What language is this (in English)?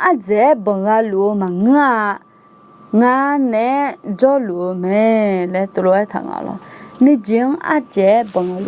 Akha